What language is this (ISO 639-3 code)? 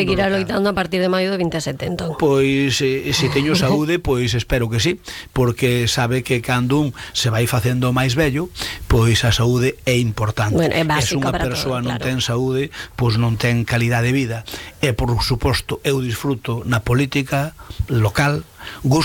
glg